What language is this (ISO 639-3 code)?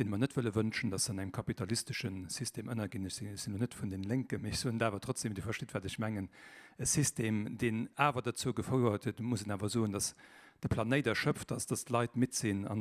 ltz